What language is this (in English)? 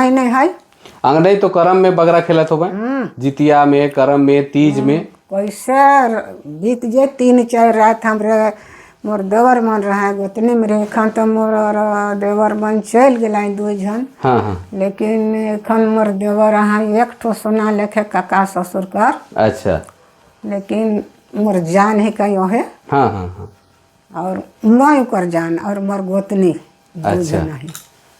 Sadri